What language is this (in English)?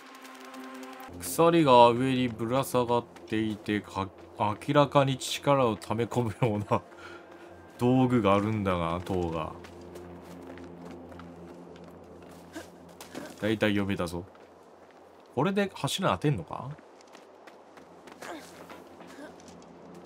Japanese